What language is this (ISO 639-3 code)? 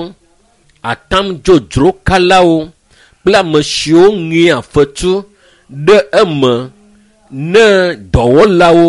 ewe